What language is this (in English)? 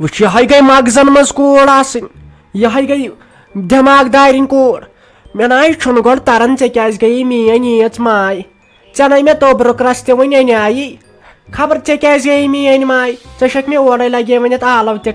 Kashmiri